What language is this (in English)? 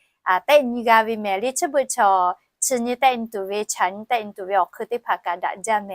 Lahu